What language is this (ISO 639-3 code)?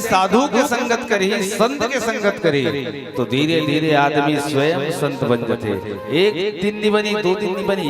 hne